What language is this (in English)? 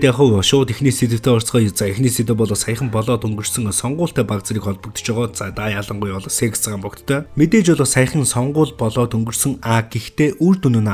Mongolian